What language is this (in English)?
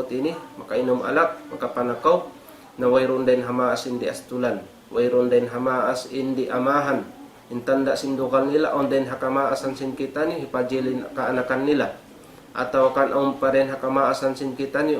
Tausug